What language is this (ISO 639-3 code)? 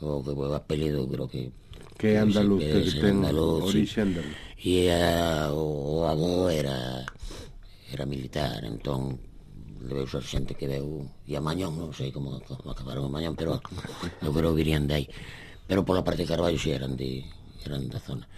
glg